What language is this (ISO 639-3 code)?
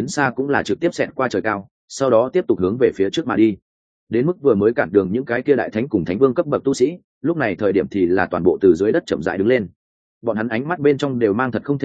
vie